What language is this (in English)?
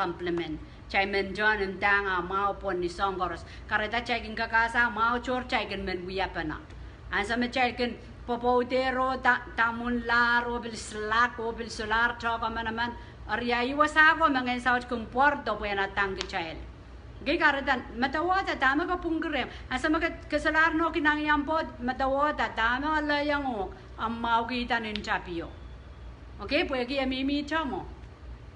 Pohnpeian